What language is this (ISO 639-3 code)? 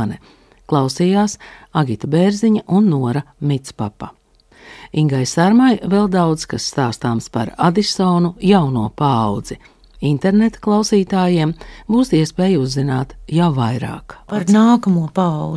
lav